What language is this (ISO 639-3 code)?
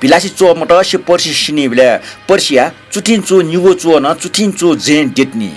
new